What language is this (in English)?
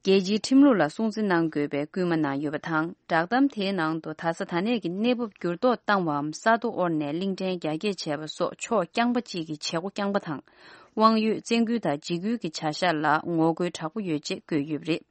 Tibetan